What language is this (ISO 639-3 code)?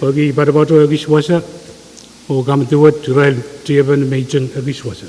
pon